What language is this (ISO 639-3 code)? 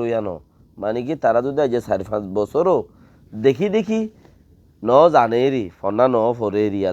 rhg